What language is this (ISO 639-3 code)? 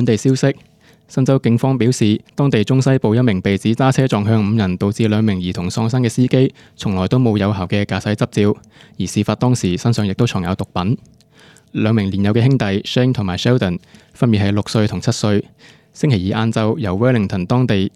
yue